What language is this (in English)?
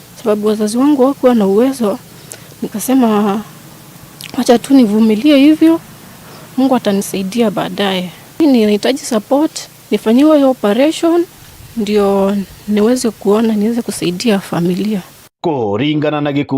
Meru